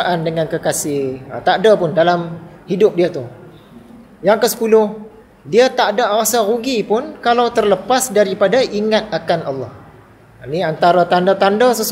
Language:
Malay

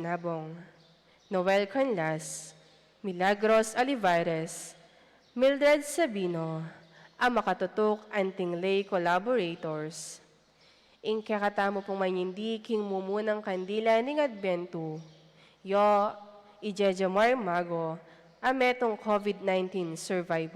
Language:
Pampanga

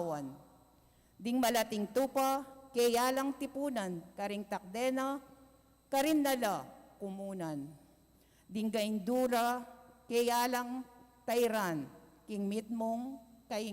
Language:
Pampanga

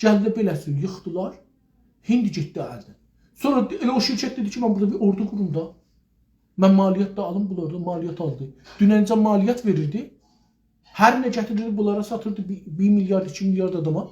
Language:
South Azerbaijani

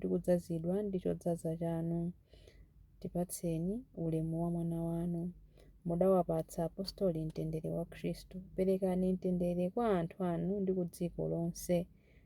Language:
Nyanja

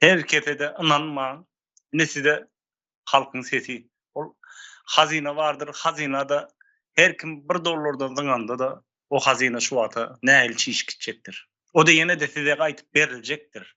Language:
Turkmen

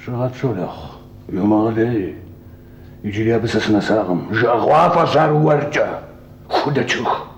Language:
Kabardian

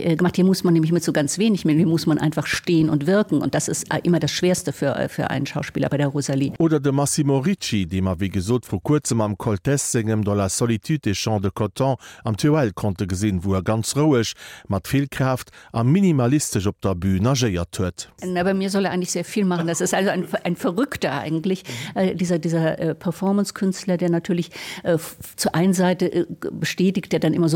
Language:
Luxembourgish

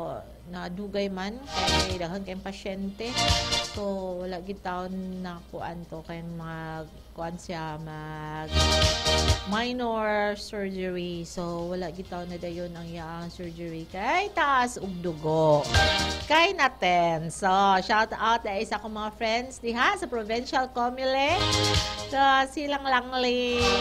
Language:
Cebuano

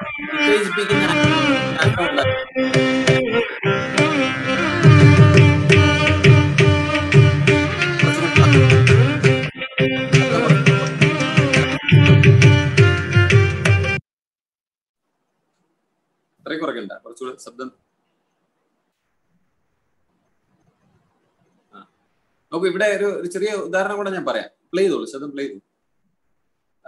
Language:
Malayalam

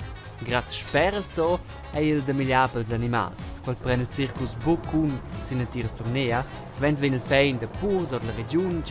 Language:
Romansh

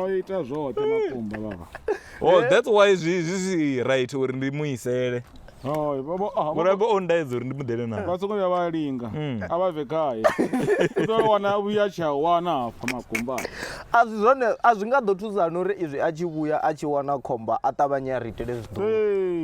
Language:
Venda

